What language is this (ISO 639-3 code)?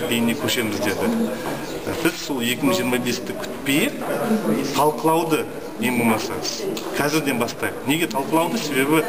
kaz